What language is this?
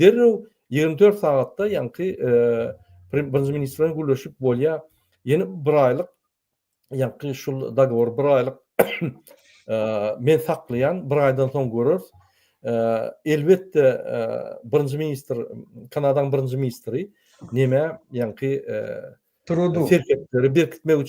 Turkmen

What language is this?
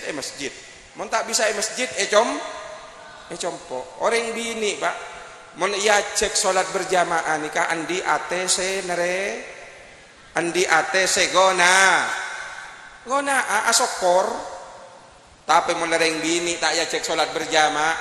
Madurese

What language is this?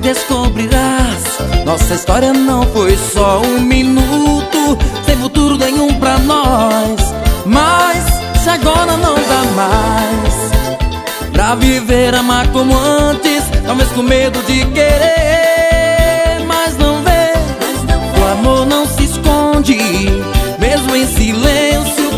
Portuguese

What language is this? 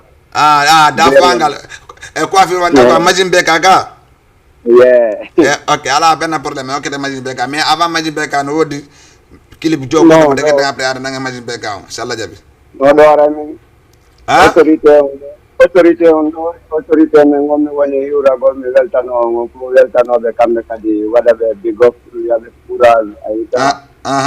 Fula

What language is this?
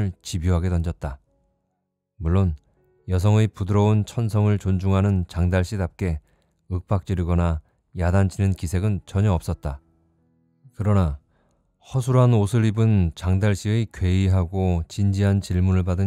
Korean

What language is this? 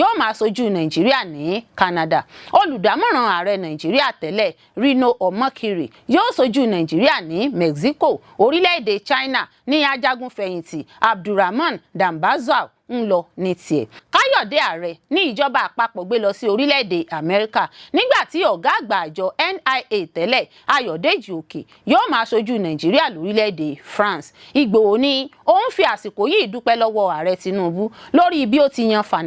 Yoruba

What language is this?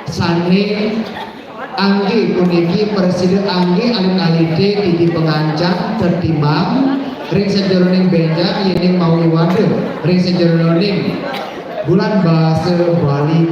Balinese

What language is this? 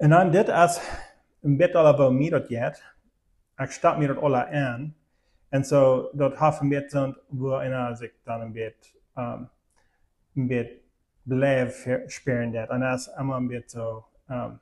Plautdietsch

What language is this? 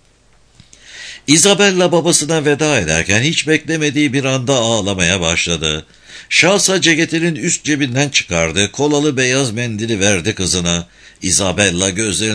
Turkish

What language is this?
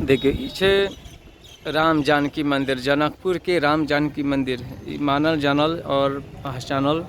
Maithili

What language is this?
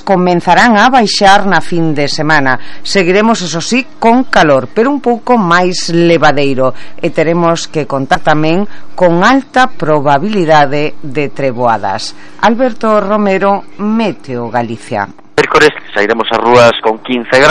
Galician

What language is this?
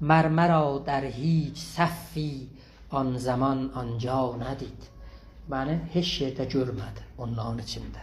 South Azerbaijani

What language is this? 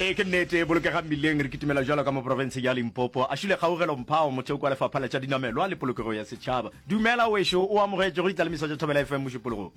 Northern Sotho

